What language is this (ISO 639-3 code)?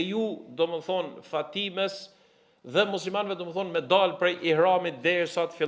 sqi